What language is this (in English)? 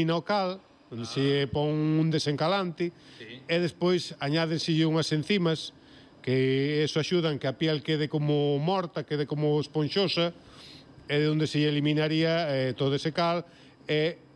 Galician